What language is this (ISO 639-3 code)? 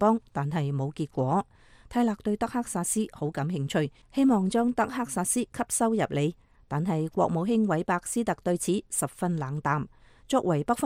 yue